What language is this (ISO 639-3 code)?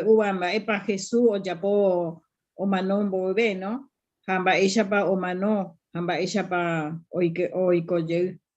grn